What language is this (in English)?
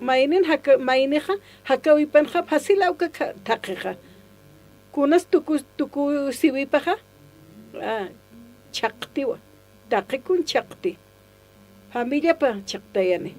Aymara